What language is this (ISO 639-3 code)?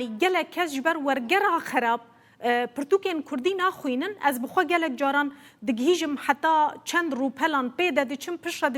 kur